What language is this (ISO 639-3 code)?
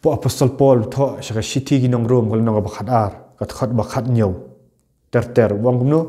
kha